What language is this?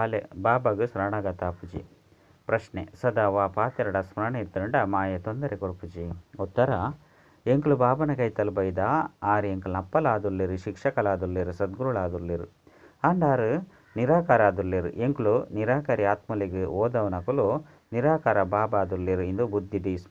Tulu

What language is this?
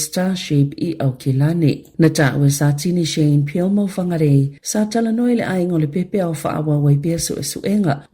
Samoan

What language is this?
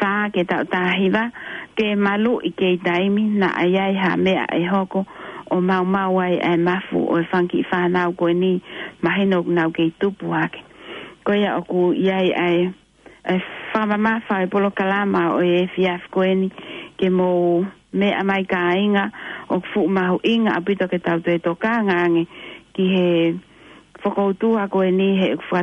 Tongan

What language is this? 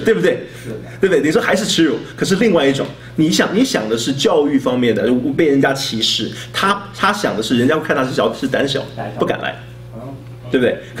Chinese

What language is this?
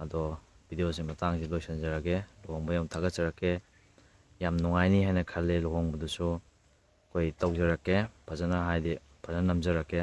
Manipuri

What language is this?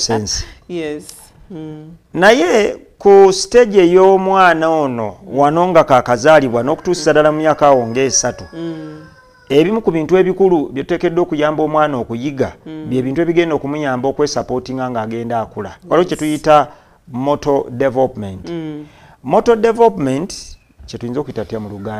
Ganda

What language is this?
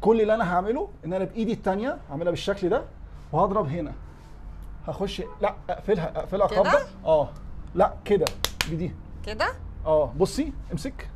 Egyptian Arabic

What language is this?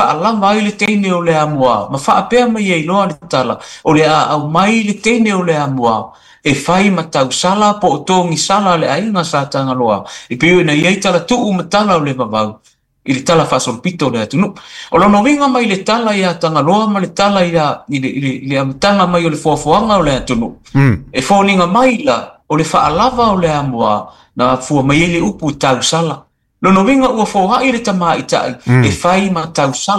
Samoan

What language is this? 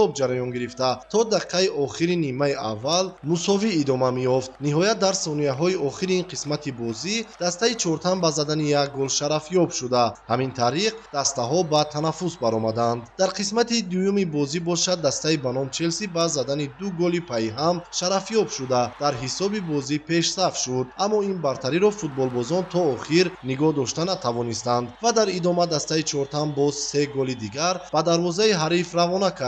Tajik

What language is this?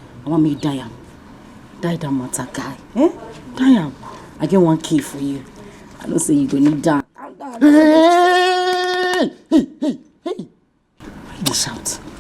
Nigerian Pidgin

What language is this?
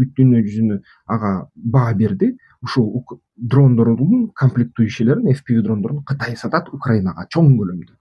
Kyrgyz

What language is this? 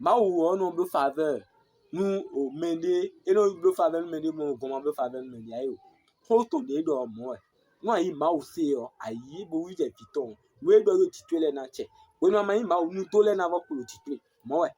Fon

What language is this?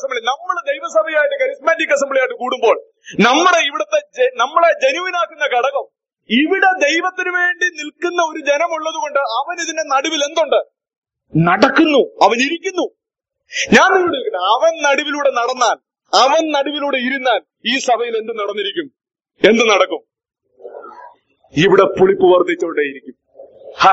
Malayalam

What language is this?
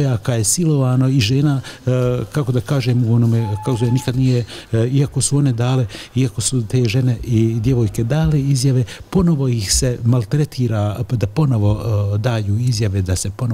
Bosnian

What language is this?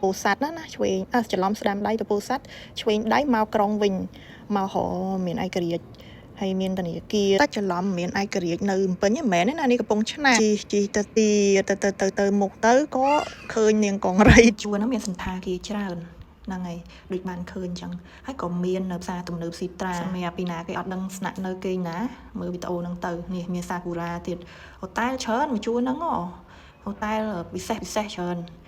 Khmer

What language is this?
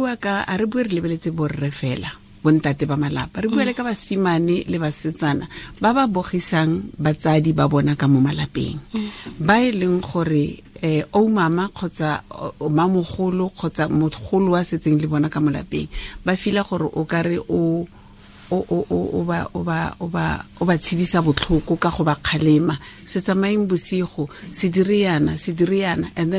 Tswana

